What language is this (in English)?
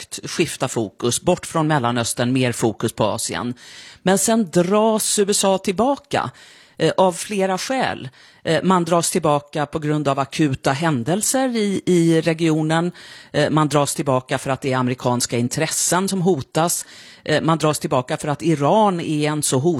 Swedish